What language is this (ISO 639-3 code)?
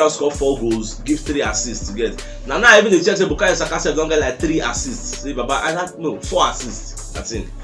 pcm